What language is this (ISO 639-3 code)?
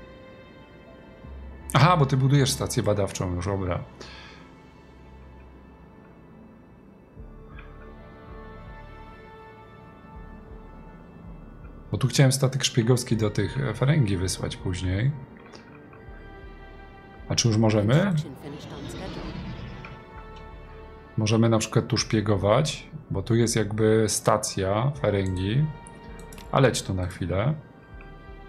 pol